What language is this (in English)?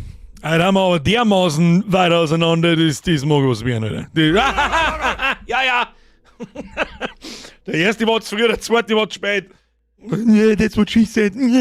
Bavarian